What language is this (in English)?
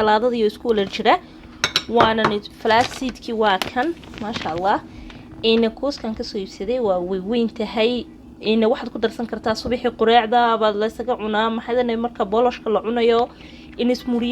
Somali